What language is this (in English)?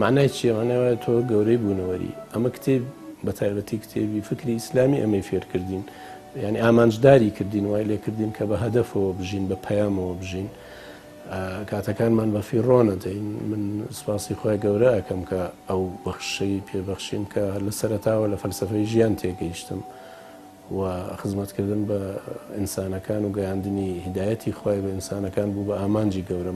Central Kurdish